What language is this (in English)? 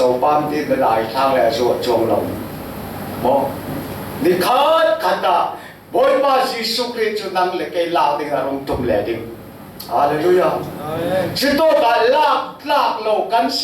Falam Chin